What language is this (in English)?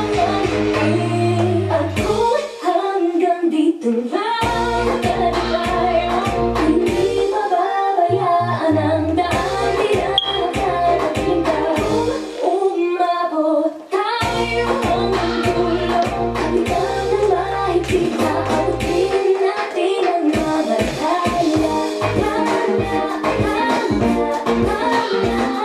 Filipino